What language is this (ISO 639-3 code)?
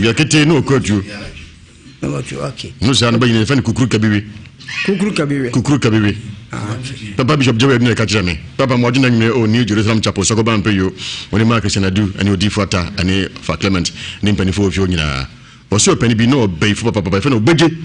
aka